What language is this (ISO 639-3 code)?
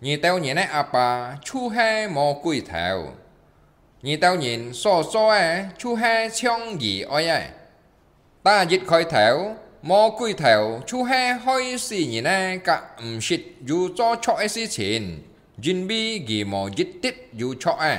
hak